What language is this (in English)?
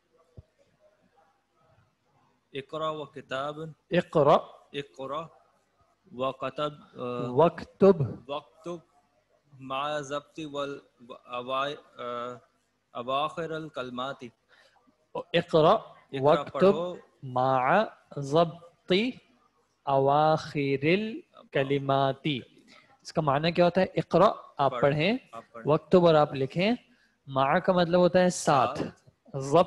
Urdu